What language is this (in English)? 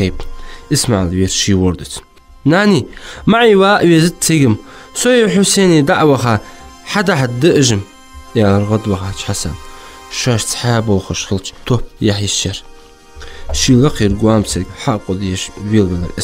Ingush